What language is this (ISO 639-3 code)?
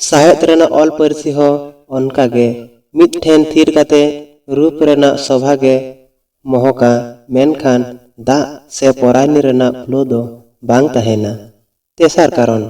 sat